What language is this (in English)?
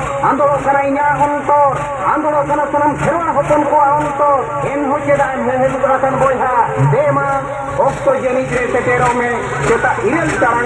Santali